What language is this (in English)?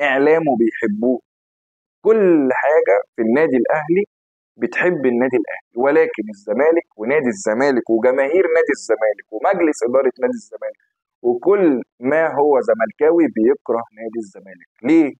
Egyptian Arabic